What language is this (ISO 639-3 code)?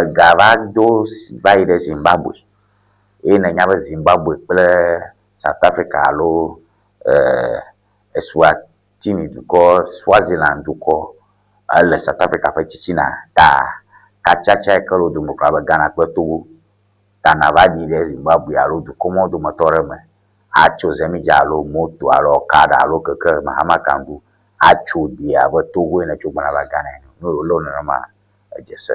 ewe